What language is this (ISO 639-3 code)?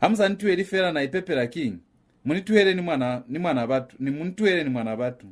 loz